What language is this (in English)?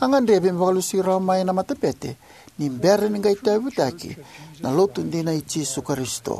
Fijian